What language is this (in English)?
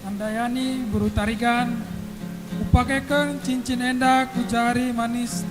Batak Karo